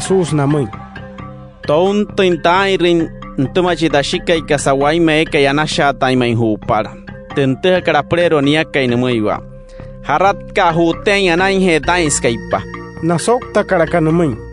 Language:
Wayuu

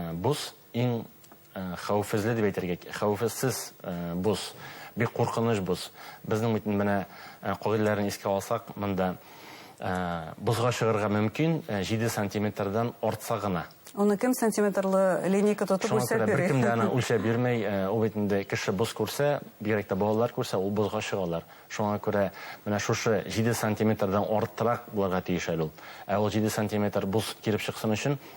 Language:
Bashkir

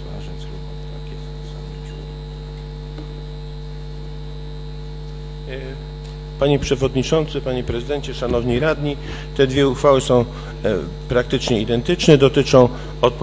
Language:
Polish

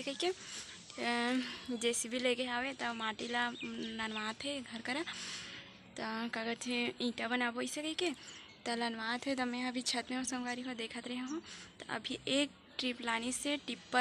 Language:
Chhattisgarhi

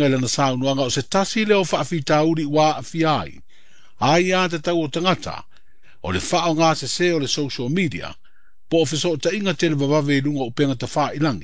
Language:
Samoan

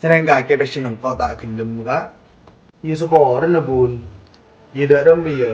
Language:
Madurese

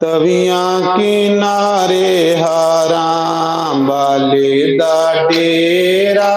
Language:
Dogri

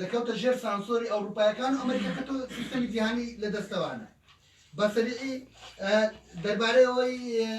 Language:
Central Kurdish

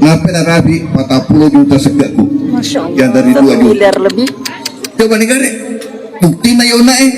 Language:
Buginese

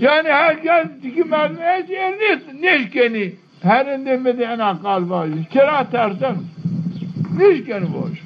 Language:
Zaza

